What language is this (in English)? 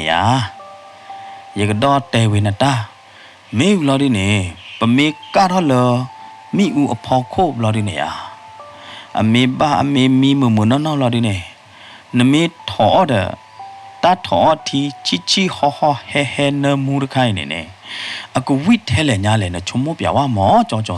S'gaw Karen